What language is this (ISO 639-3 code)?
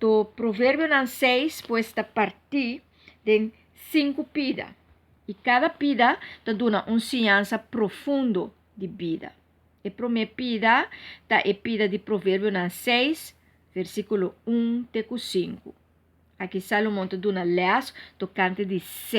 pap